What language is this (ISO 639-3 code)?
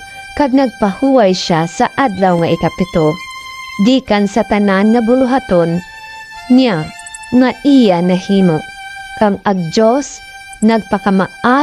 hil